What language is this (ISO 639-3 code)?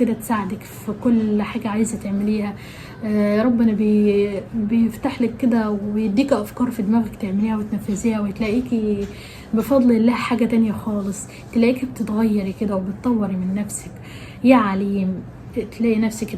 arz